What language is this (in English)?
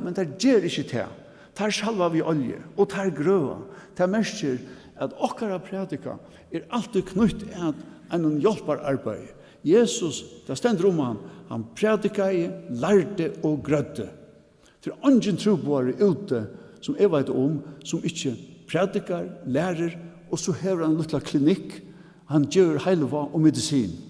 Faroese